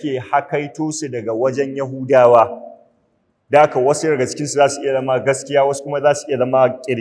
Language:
Hausa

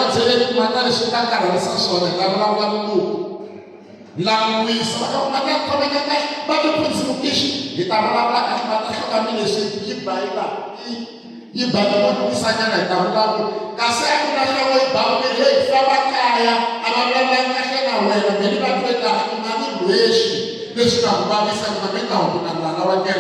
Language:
Tsonga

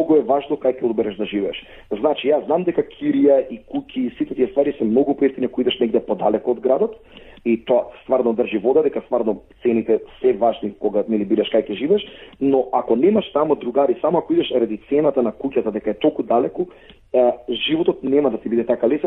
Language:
Macedonian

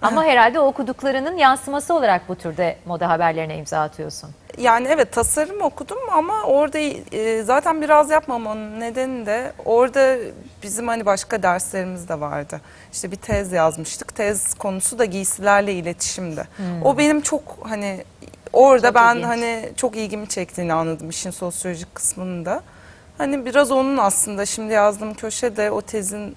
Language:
Turkish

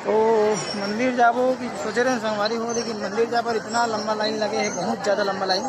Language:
Chhattisgarhi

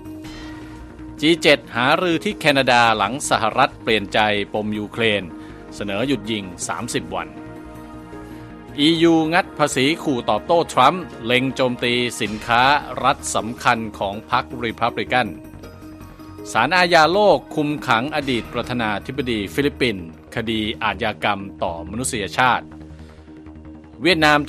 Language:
Thai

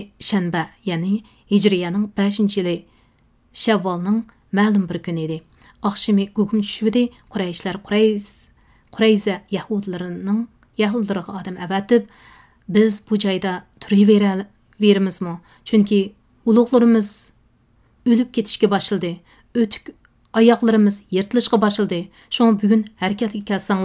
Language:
Uyghur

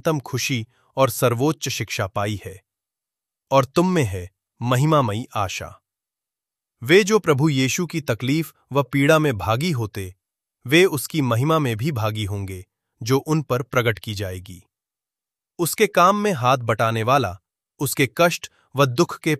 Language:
Hindi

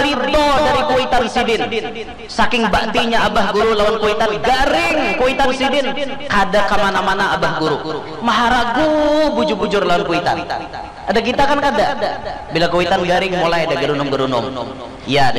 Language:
Banjar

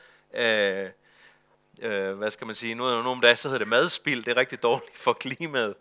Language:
Danish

